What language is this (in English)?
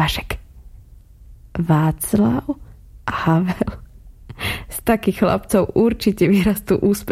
Slovak